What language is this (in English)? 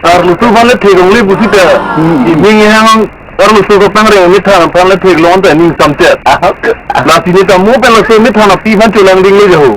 Karbi